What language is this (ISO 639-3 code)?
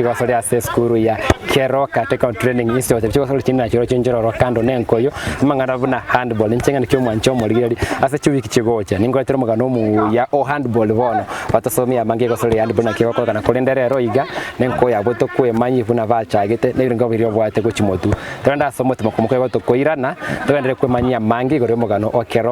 guz